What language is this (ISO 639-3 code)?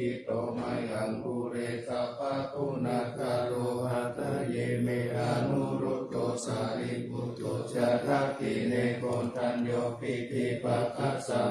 pli